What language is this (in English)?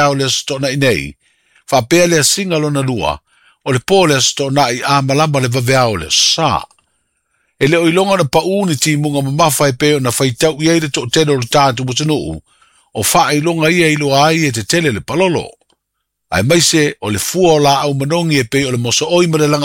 Samoan